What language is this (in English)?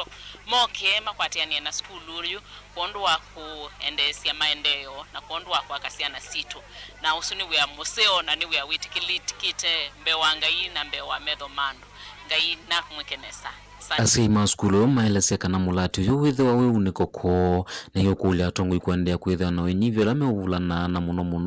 Kamba